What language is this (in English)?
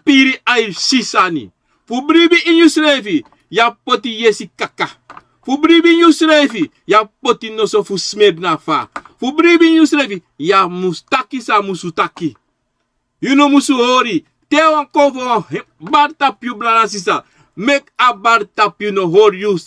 Sranan Tongo